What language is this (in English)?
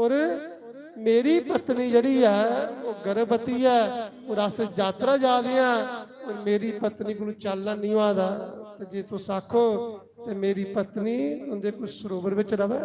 Dogri